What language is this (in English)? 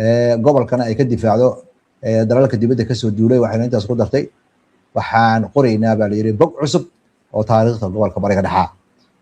Somali